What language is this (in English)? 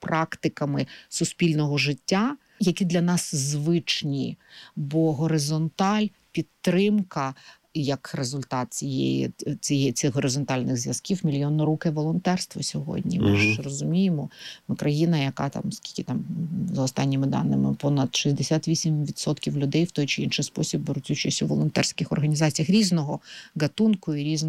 Ukrainian